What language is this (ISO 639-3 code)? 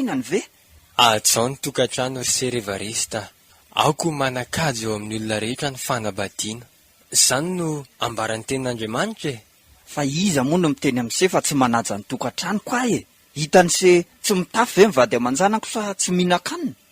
mlg